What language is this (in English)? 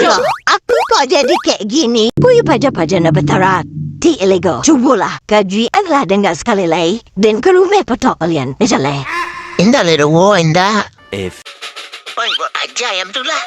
Minangkabau